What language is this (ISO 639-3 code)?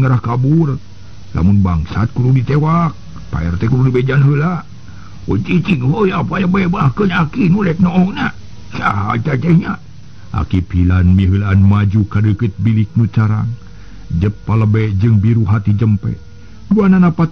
sun